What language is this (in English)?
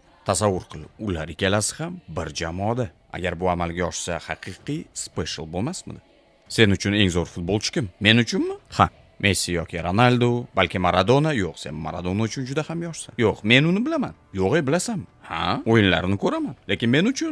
Uzbek